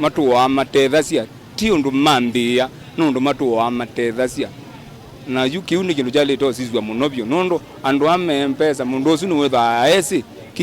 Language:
Kamba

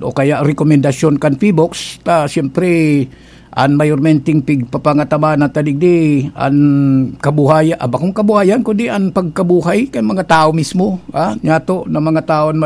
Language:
Bikol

